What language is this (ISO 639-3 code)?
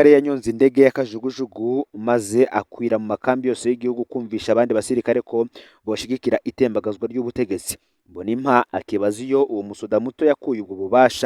run